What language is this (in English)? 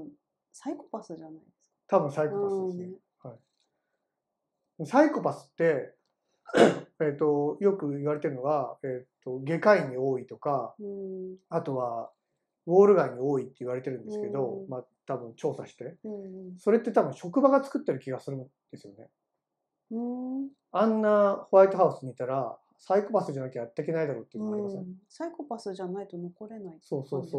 Japanese